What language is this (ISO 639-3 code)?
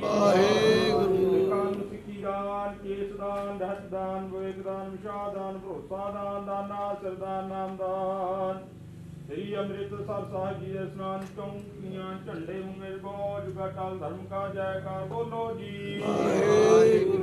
pan